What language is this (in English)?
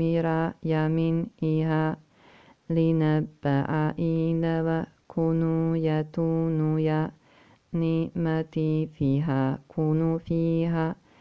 Arabic